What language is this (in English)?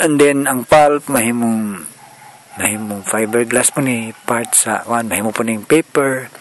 Cebuano